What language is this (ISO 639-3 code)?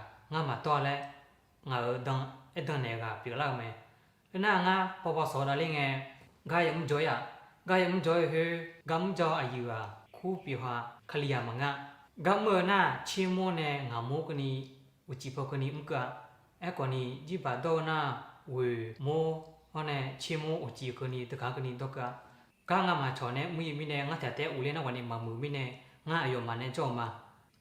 ahk